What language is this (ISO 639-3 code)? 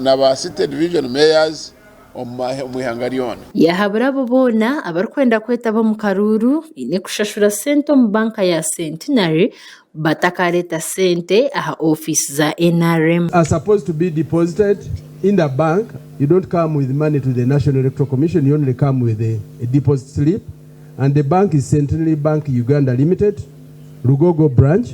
nyn